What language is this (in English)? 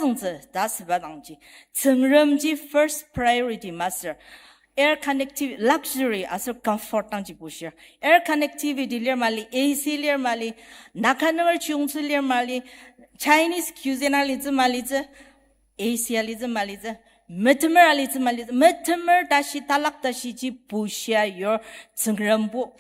Ao Naga